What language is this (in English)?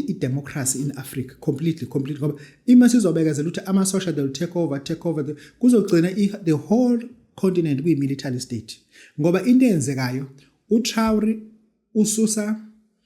Zulu